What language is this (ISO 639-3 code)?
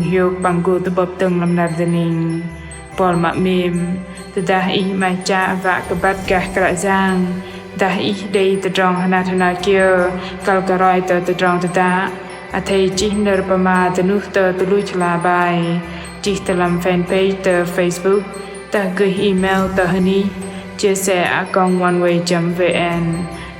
bdq